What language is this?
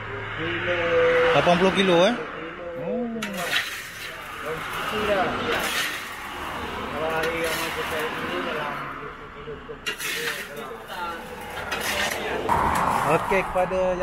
Malay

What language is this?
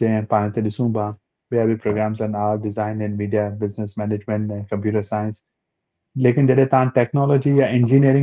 Sindhi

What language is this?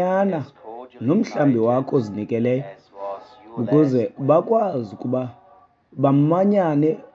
Xhosa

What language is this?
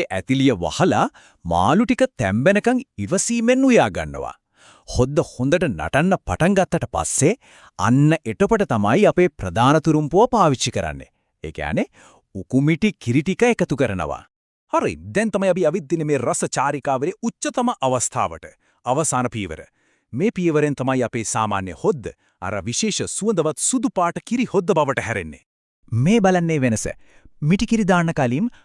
Sinhala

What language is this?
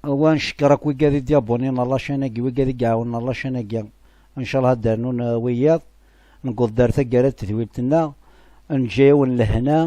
Kabyle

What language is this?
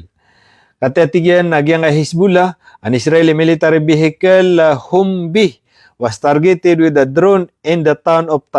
Maranao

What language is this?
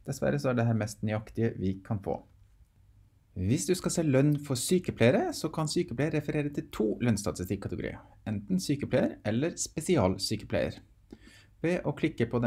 Norwegian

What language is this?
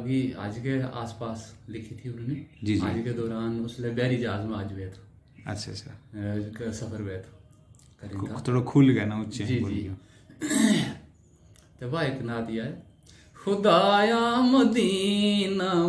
Hindi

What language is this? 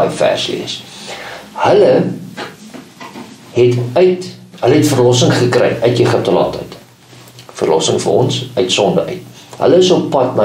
Afrikaans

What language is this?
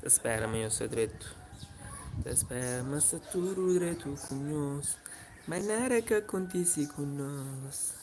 Kabuverdianu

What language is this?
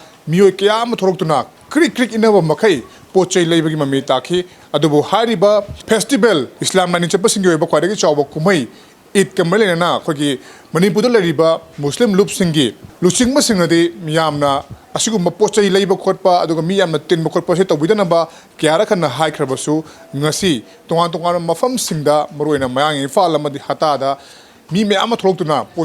Manipuri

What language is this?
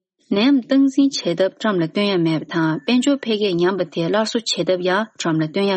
Tibetan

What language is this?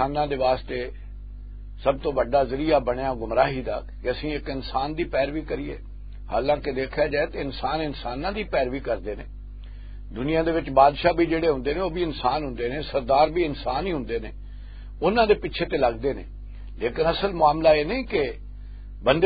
Western Panjabi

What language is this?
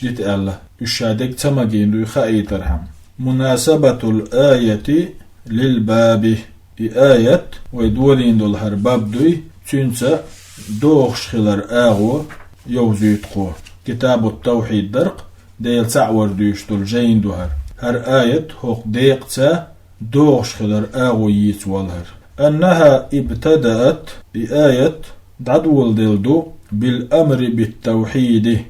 Chechen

